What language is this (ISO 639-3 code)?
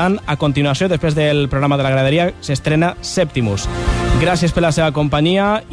cat